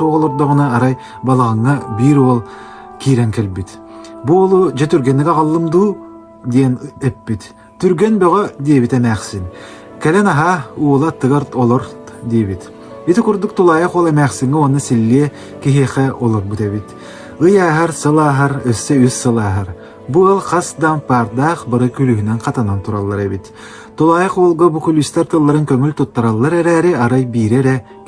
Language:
Yakut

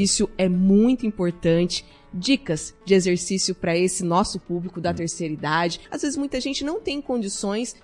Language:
Portuguese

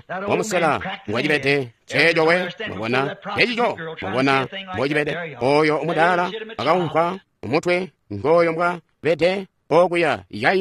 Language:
Tonga (Zambia)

